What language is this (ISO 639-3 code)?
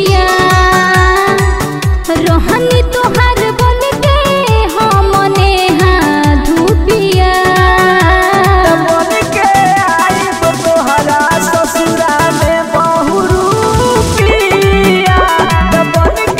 bho